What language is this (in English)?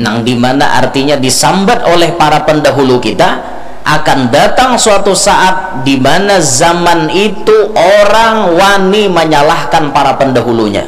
Banjar